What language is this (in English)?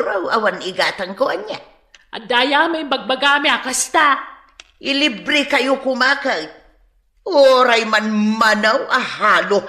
Iloko